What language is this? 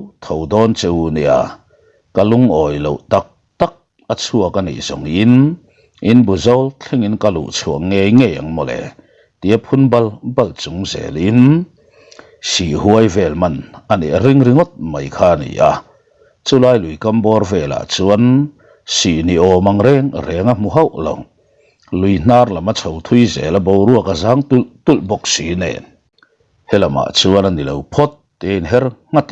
Mizo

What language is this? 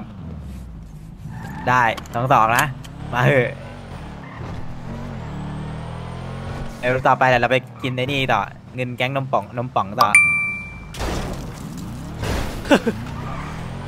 Thai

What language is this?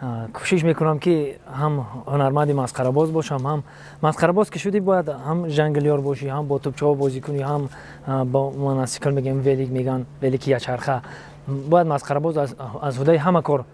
Tajik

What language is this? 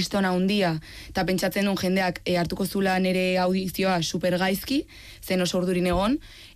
Basque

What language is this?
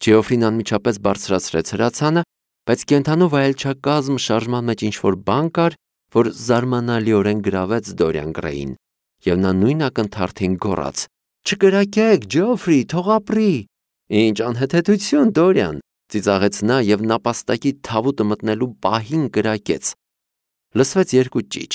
Armenian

